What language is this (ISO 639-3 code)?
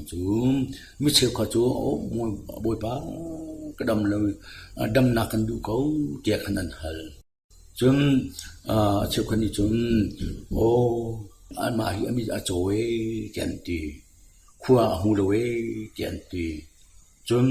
cnh